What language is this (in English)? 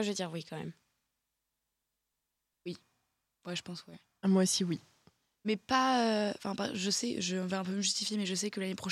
French